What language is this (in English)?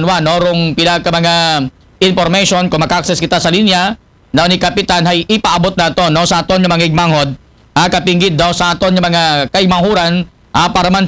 Aklanon